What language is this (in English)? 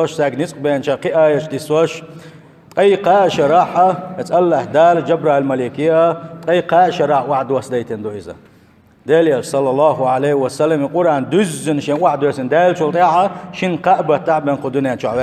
Chechen